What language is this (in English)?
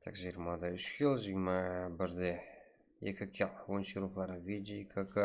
Kara-Kalpak